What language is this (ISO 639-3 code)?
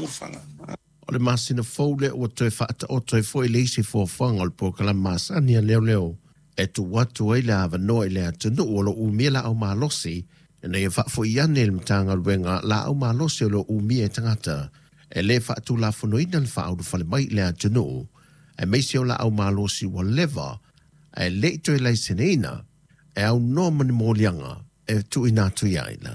smo